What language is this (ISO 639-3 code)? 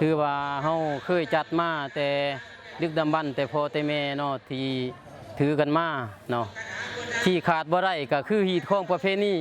lao